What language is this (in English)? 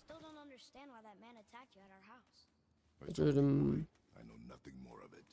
South Azerbaijani